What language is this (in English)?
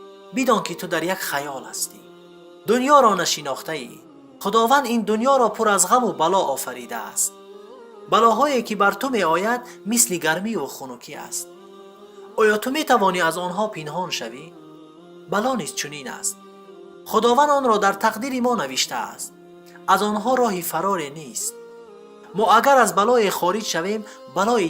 Persian